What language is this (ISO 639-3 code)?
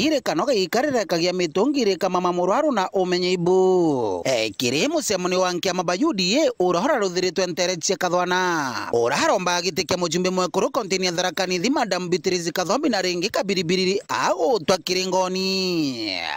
mer